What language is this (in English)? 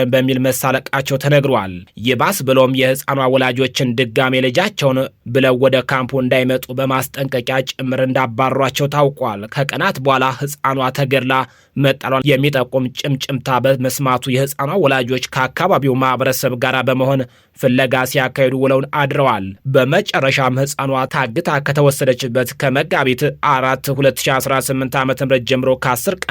Amharic